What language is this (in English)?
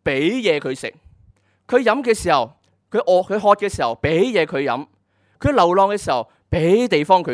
Cantonese